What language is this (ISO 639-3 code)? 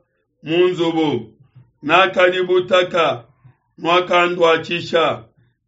lua